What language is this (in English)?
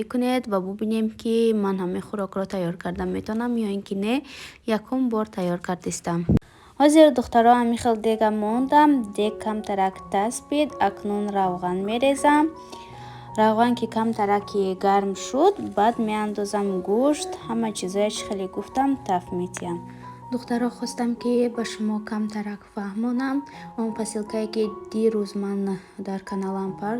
Tajik